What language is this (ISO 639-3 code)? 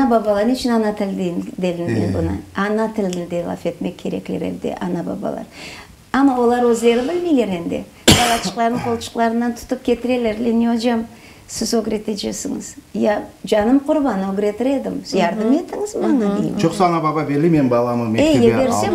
crh